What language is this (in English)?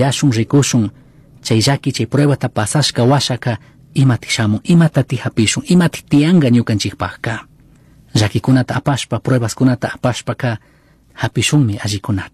Chimborazo Highland Quichua